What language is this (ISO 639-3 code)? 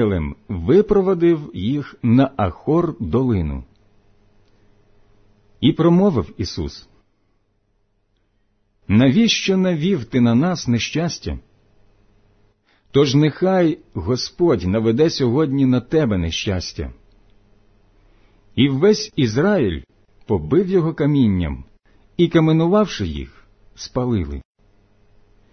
ukr